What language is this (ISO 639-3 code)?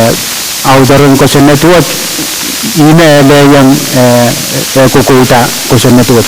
pon